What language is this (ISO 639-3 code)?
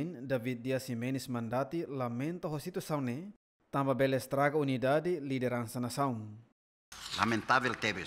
tet